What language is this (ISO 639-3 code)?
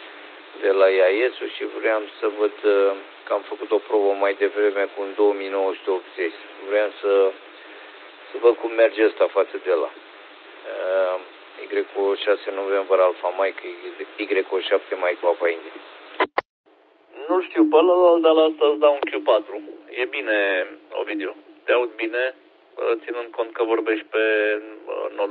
ron